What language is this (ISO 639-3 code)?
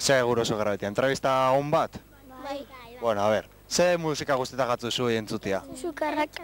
eus